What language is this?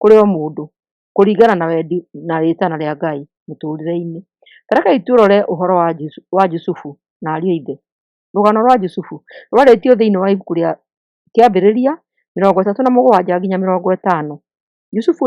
Kikuyu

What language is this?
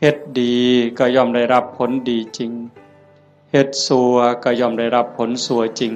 Northeastern Thai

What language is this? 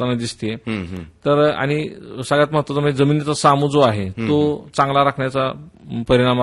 Marathi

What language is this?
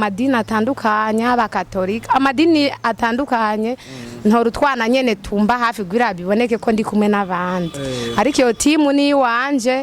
Rundi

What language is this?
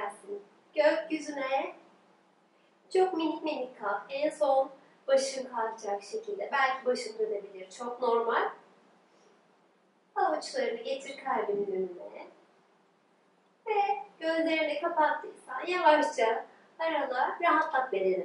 Turkish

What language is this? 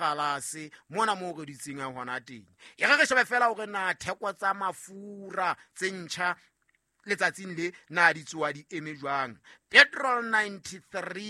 Southern Sotho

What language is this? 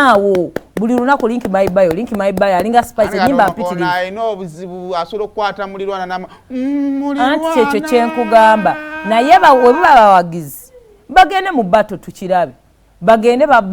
Ganda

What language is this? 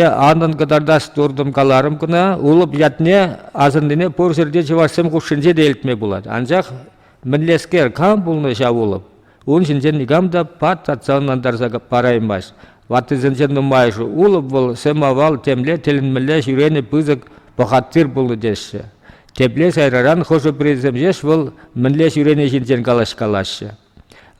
Chuvash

